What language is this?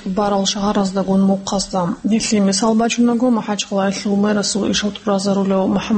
Avaric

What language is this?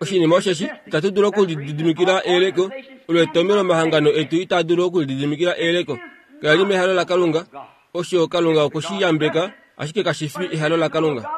Kuanyama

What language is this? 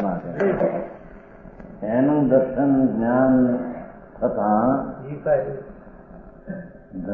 Gujarati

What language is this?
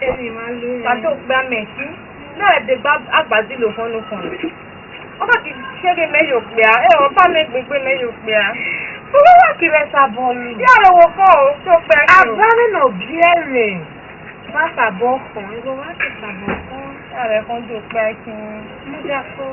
Esan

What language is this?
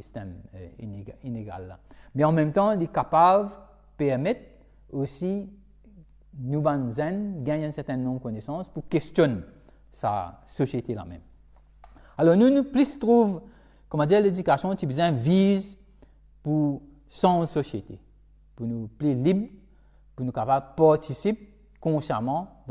Morisyen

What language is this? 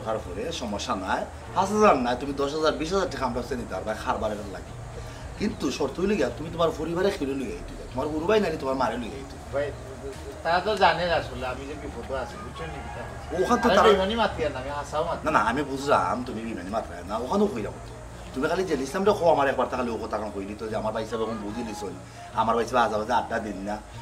Sylheti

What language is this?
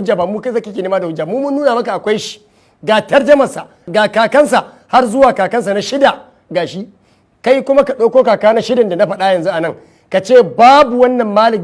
Hausa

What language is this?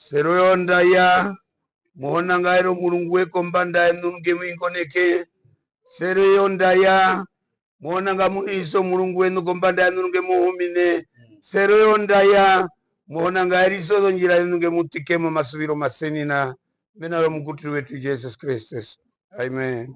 Herero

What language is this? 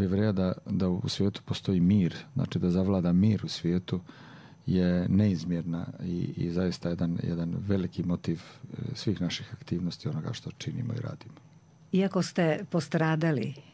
Croatian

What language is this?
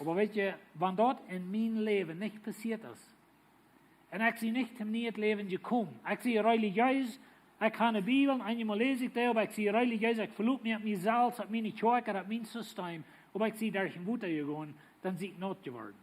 Plautdietsch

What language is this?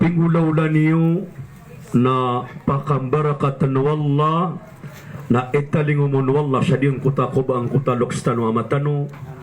Maranao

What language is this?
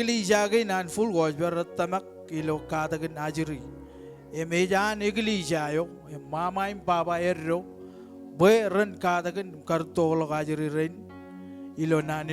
Marshallese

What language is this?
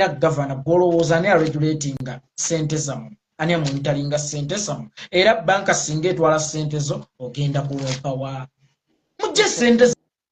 Ganda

